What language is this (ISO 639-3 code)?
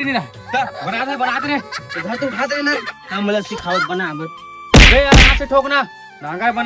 hne